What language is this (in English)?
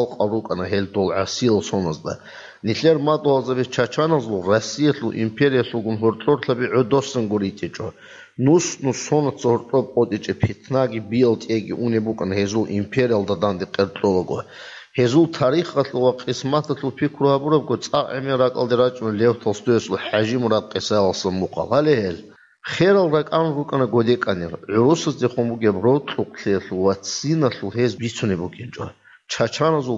Avaric